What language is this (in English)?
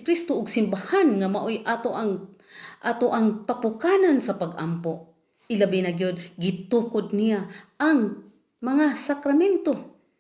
Cebuano